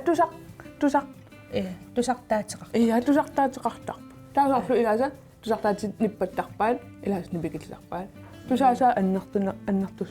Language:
Kalaallisut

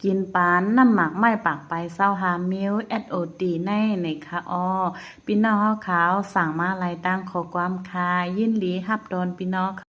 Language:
Shan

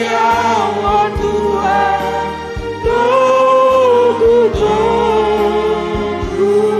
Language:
Batak Simalungun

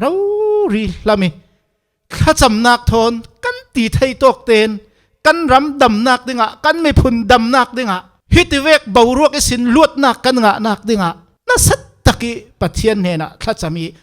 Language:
Falam Chin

